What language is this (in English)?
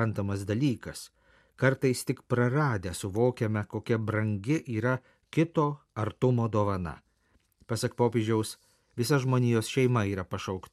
Lithuanian